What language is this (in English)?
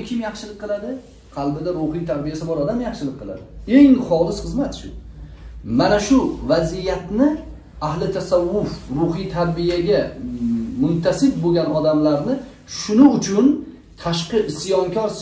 Uzbek